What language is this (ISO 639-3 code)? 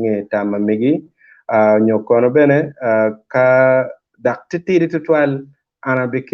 ach